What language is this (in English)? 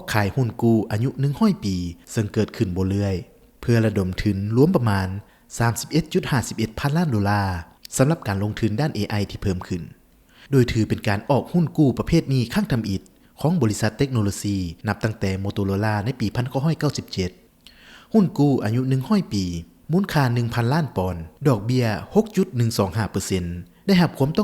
Lao